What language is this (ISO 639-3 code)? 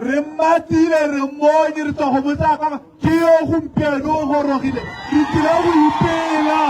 tsn